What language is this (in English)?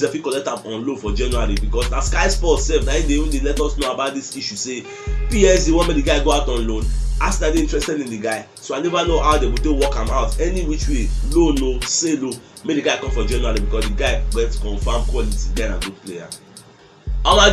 Nigerian Pidgin